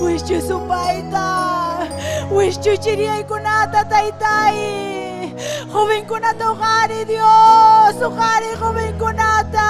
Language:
Ayacucho Quechua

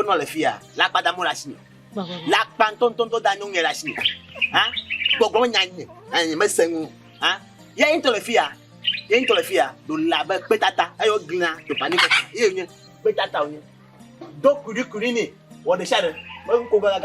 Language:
Ewe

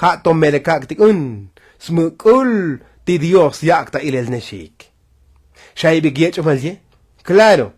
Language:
Tzotzil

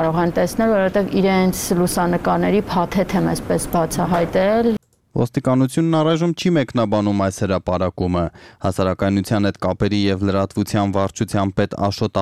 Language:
Armenian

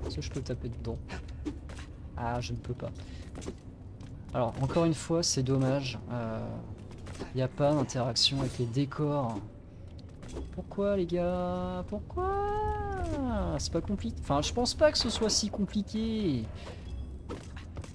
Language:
French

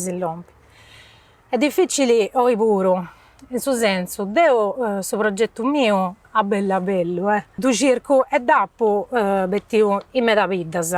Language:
Sardinian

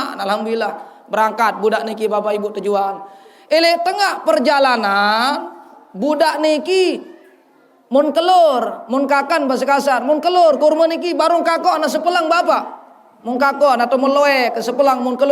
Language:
Sasak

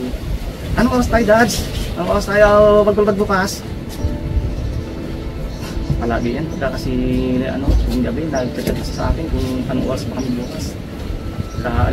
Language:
Filipino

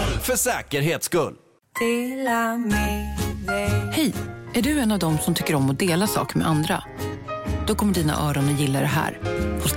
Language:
Swedish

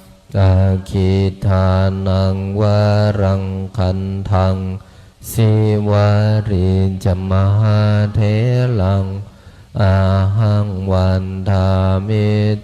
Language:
Pali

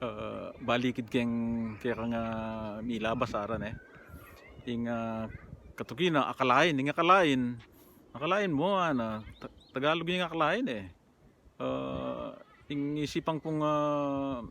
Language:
Pampanga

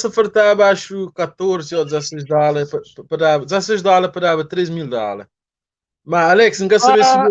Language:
Kabuverdianu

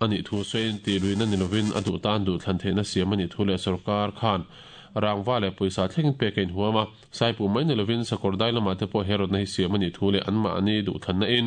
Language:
Mizo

